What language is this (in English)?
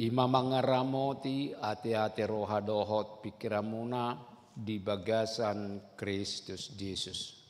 Batak Toba